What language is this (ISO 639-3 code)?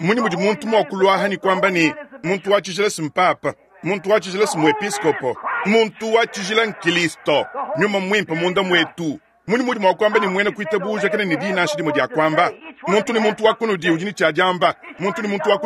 lua